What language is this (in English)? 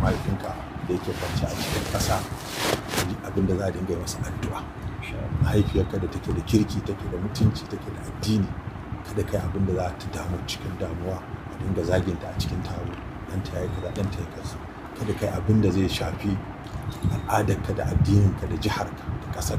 Hausa